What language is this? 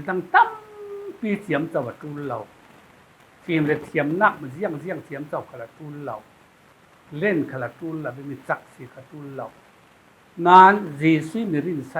Falam Chin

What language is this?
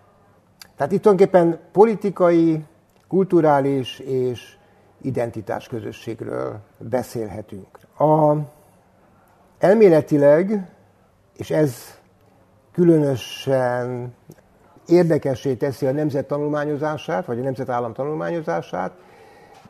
Hungarian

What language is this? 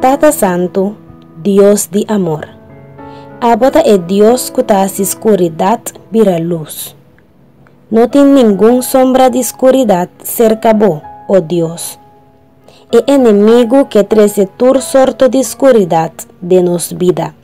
Papiamento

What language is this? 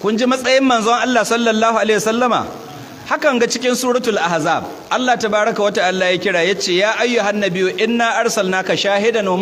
Hausa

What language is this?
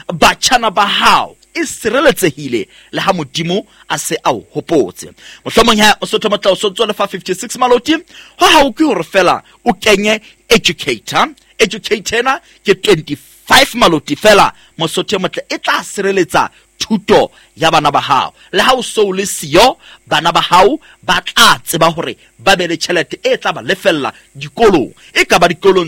Southern Sotho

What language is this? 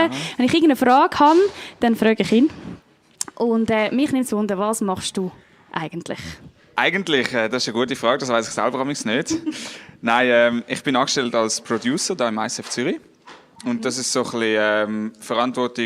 Swiss German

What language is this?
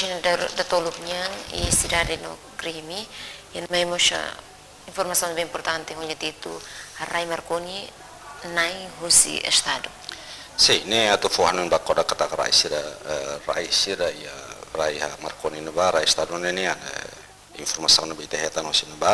Tetum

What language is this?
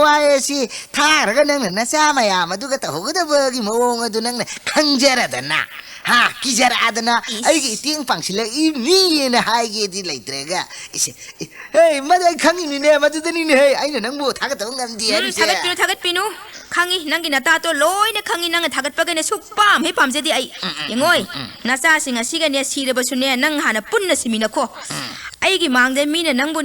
Manipuri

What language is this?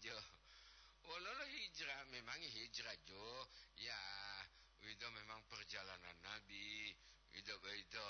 Gorontalo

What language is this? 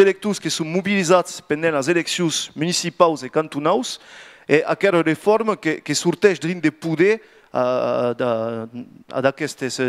Occitan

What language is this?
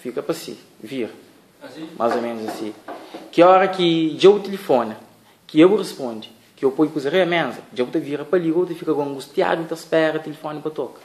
Kabuverdianu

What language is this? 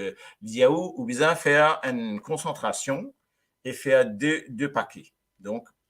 Morisyen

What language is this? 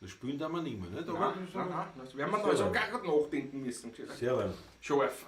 Bavarian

